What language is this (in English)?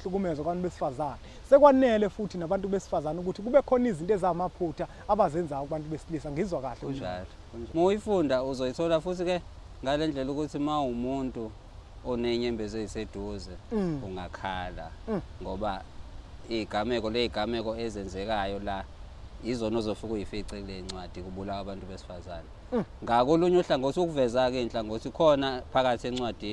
Zulu